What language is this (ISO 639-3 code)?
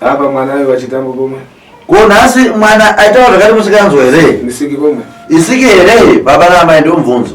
sna